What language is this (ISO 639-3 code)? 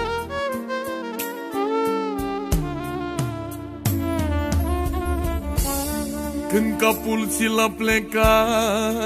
ron